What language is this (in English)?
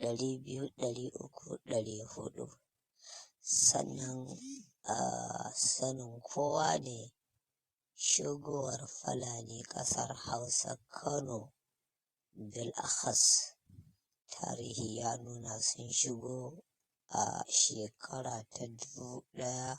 Hausa